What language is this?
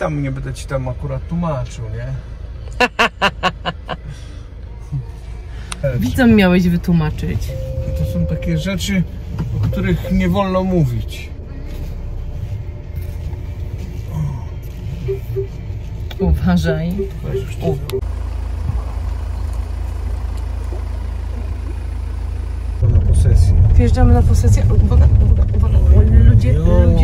Polish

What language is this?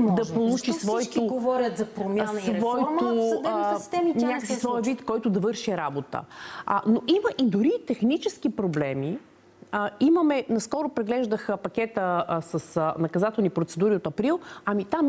Bulgarian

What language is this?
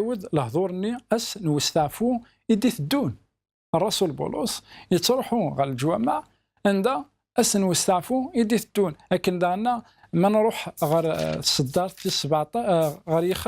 Kabyle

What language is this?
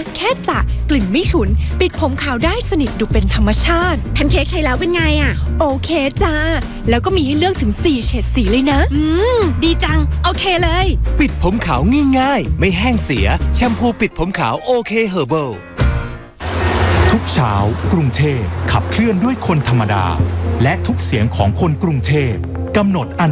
Thai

